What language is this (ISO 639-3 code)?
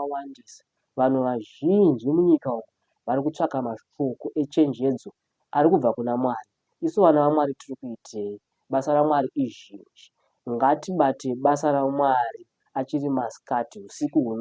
sna